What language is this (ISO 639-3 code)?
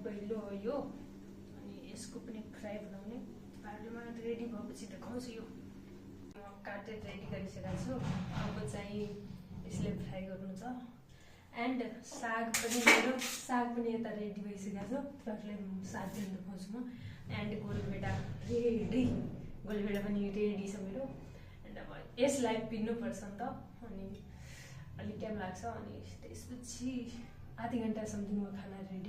nep